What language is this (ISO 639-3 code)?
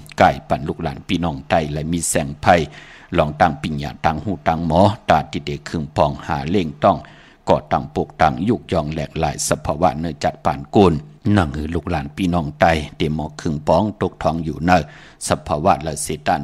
shn